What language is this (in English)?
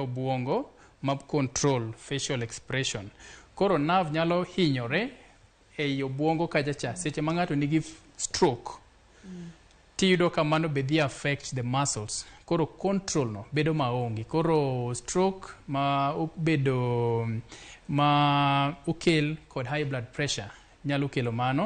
Luo (Kenya and Tanzania)